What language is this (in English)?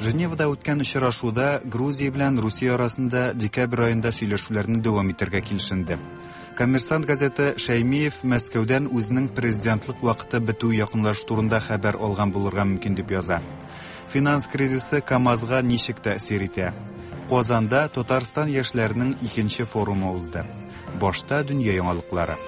Tatar